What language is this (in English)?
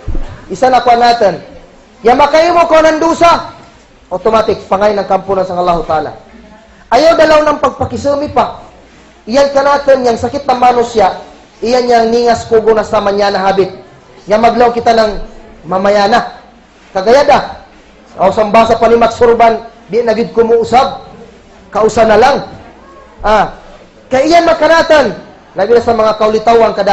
Kagan Kalagan